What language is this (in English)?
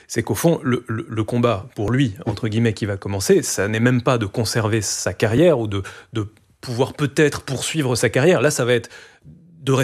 French